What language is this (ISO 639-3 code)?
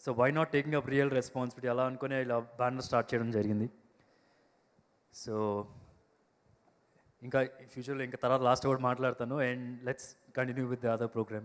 tel